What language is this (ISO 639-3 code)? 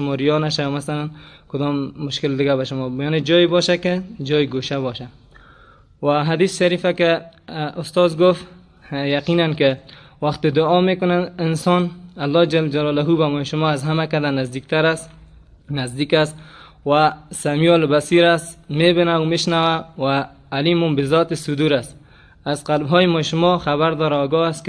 fas